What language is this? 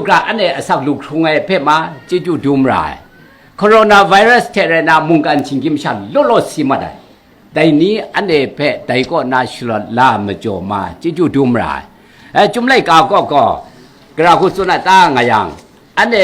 Kachin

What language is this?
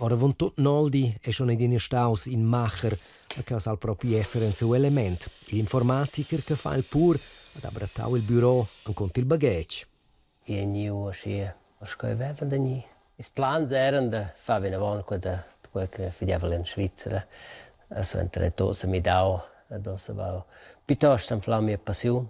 Romansh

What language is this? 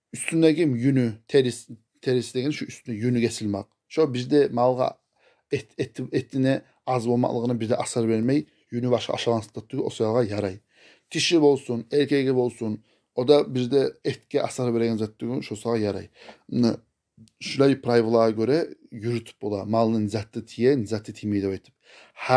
Kumyk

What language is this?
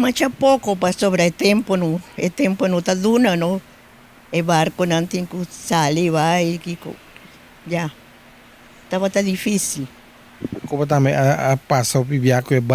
Papiamento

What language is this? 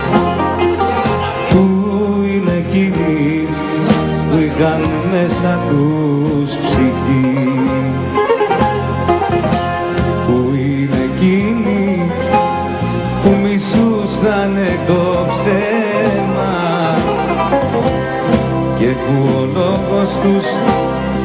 Greek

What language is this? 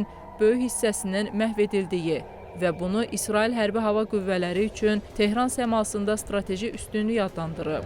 Azerbaijani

